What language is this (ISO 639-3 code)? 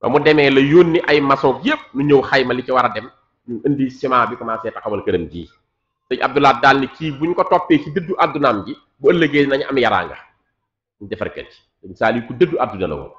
wol